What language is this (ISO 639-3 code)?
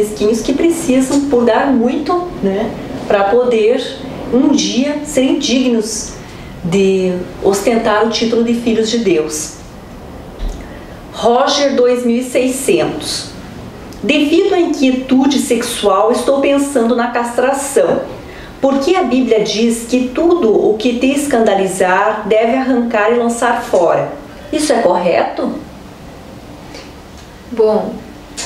por